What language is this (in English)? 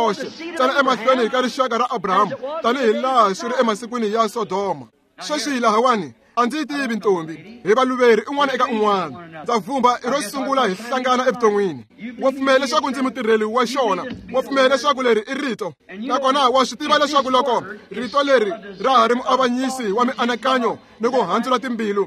Tsonga